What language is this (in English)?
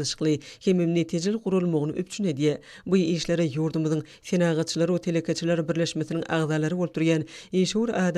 Turkmen